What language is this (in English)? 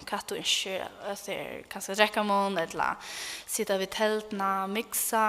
Faroese